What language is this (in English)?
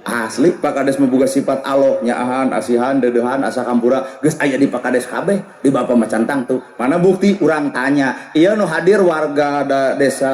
Sundanese